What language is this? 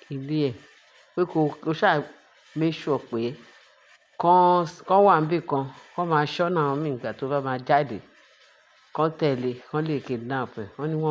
Yoruba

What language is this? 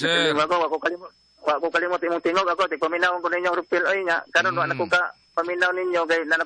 Cebuano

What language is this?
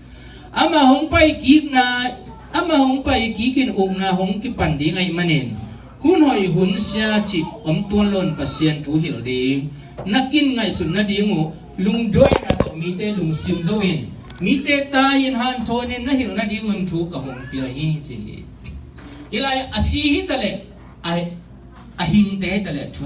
Tedim Chin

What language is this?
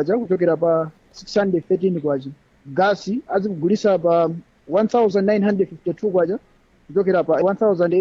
Nyanja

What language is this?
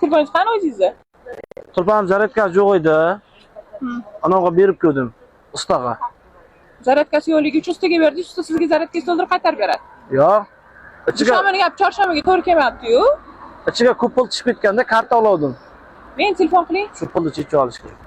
Uzbek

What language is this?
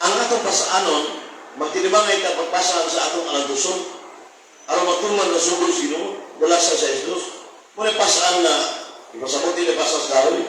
Cebuano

